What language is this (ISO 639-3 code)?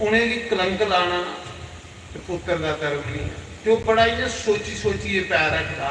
doi